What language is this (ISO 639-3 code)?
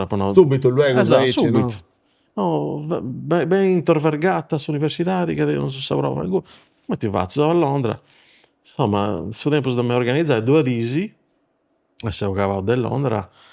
srd